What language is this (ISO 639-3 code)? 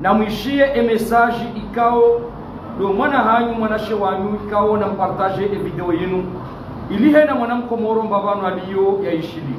zdj